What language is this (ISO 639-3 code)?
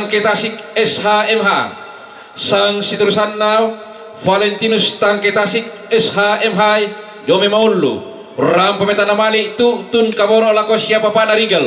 sda